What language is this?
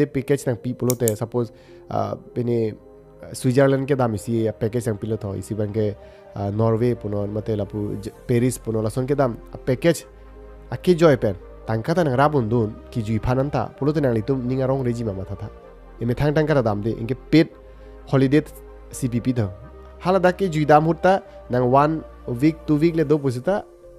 Karbi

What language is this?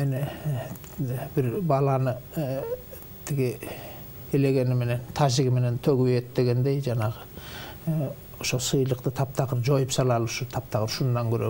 Kyrgyz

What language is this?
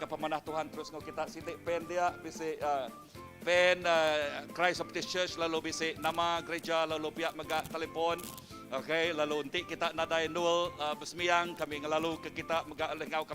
Iban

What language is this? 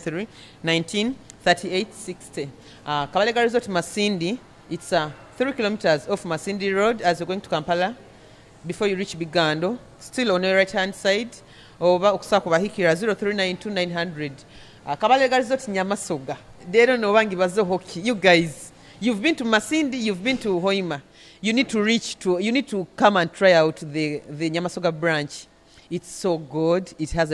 Nyoro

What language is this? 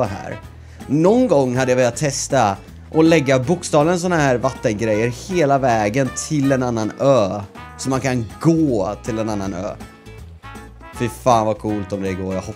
Swedish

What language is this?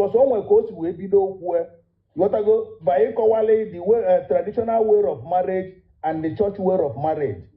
Igbo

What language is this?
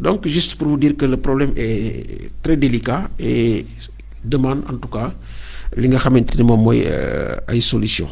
Wolof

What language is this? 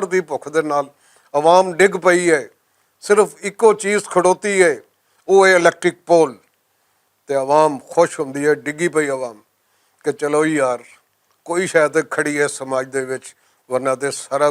Western Panjabi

